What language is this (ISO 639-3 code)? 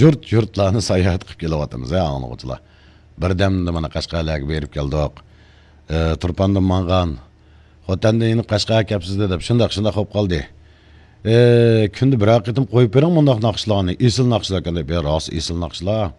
uig